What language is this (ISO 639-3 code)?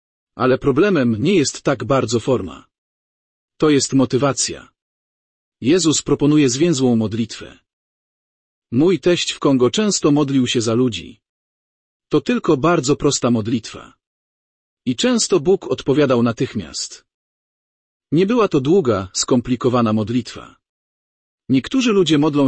pol